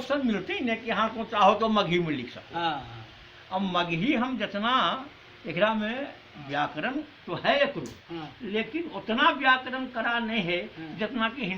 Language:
Magahi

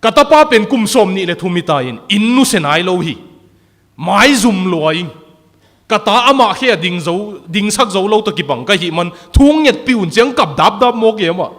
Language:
Tedim Chin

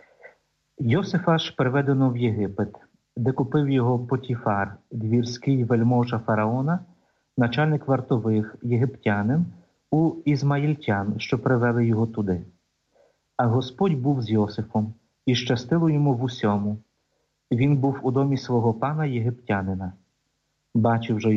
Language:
Ukrainian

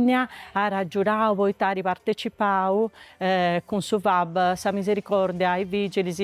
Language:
Sardinian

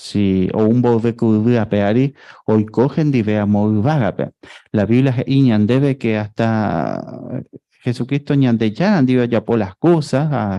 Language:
Guarani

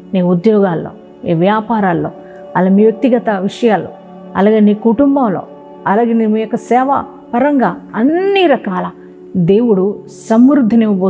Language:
Telugu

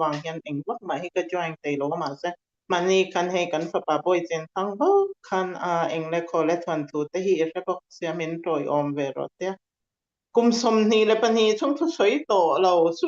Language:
Falam Chin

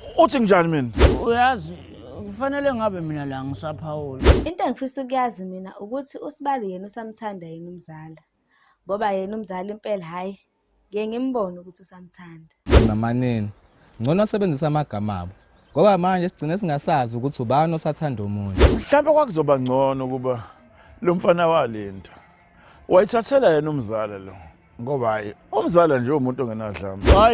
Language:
Zulu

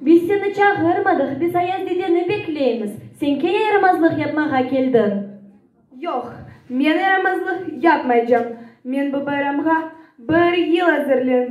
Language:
Crimean Tatar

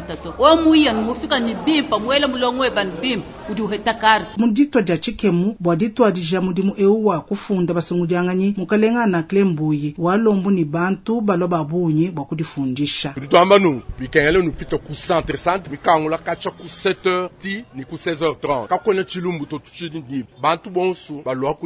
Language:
Luba-Lulua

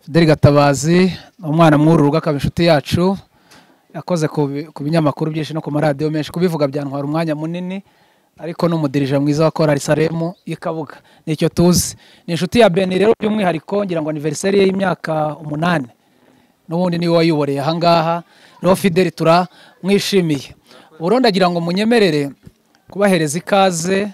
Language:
Kinyarwanda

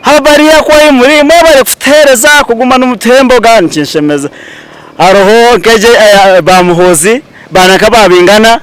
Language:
Nyankole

